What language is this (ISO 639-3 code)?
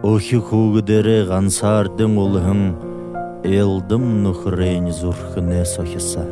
bua